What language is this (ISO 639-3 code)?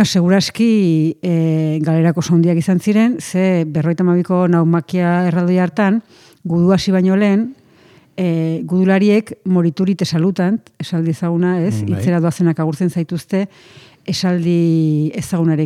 eus